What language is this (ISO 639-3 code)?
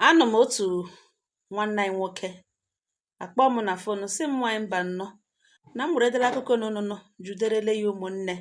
ibo